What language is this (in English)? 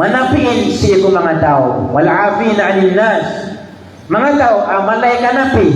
Maranao